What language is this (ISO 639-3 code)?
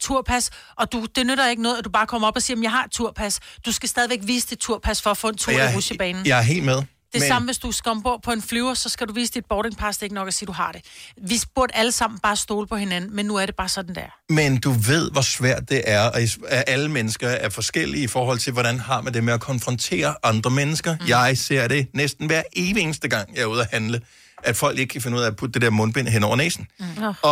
dan